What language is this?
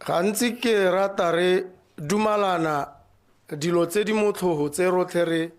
Tswana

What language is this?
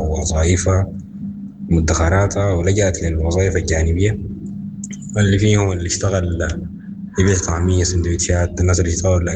Sudanese Arabic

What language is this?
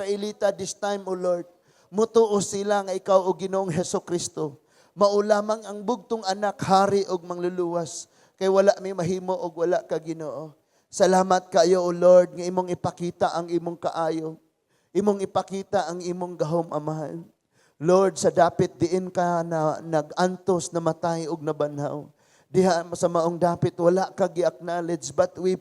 Cebuano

